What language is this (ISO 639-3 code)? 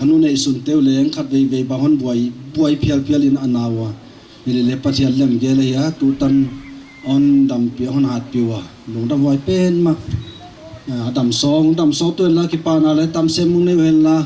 pck